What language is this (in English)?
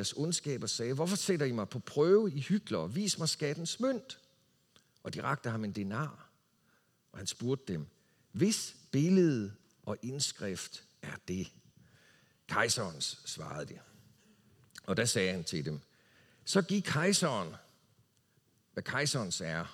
Danish